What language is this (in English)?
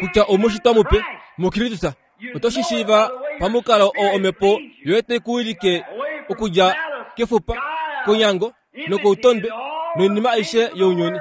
Kuanyama